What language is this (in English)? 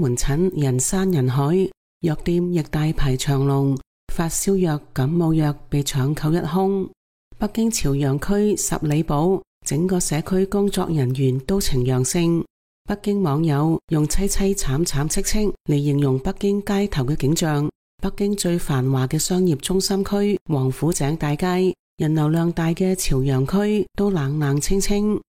Cantonese